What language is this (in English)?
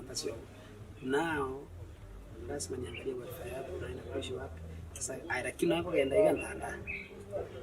Gusii